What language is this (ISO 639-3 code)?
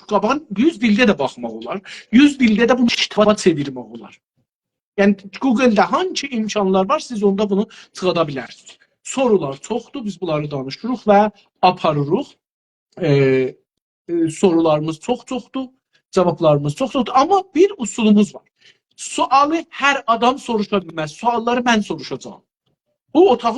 azb